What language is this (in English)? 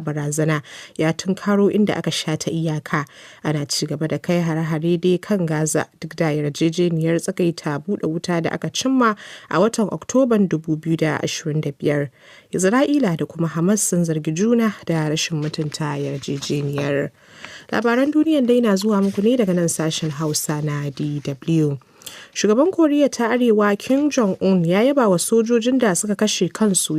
Hausa